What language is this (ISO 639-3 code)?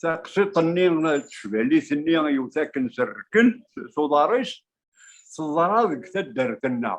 kab